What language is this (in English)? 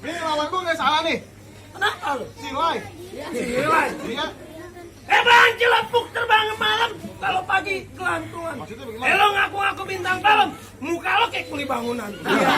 Betawi